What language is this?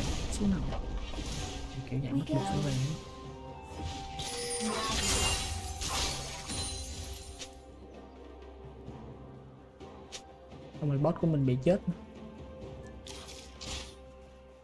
Vietnamese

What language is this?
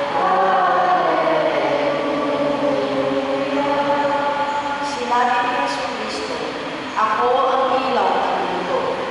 Filipino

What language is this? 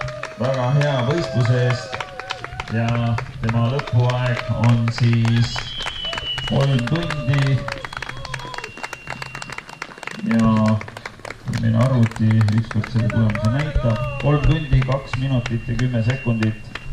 Estonian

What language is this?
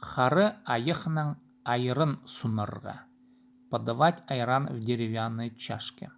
Khakas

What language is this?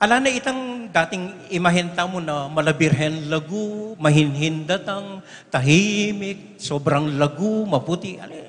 Pampanga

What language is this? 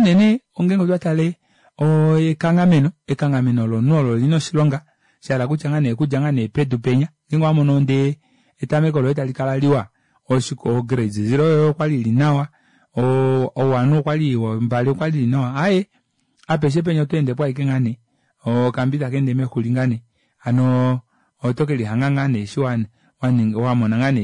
Kuanyama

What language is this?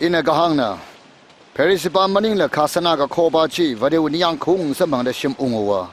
Tangkhul Naga (India)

